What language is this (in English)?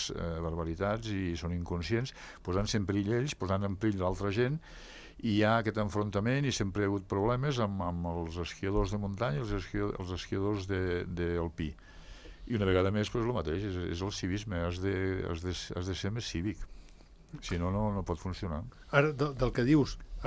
Catalan